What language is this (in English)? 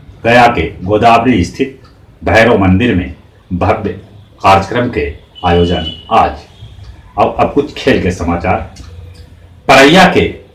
Magahi